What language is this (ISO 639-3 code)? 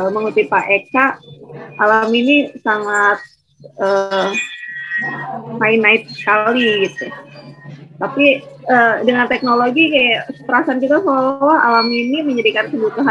ind